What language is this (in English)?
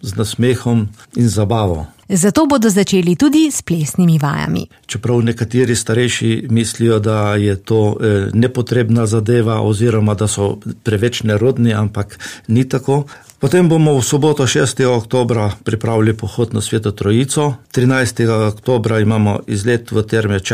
Slovenian